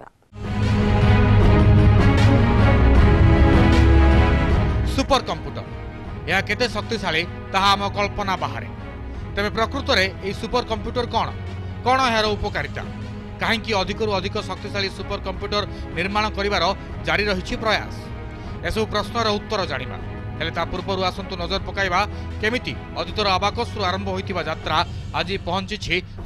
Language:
Odia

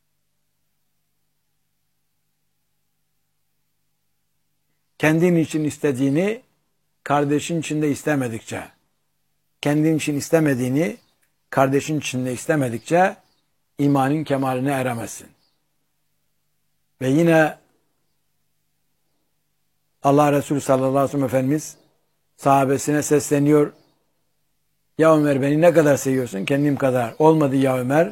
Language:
Turkish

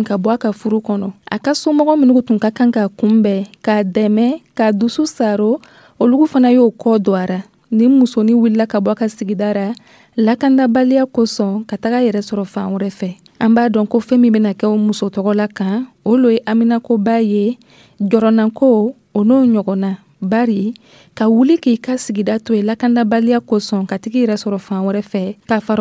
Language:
Dyula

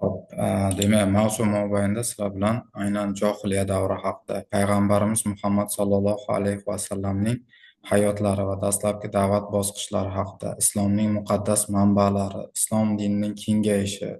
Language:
Uzbek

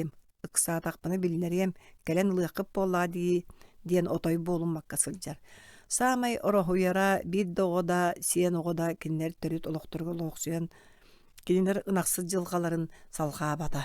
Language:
Yakut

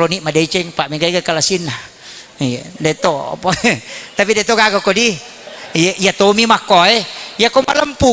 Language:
Buginese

